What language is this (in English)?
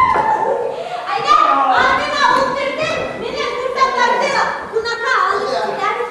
Bashkir